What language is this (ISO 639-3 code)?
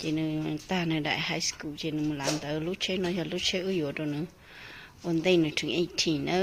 hmn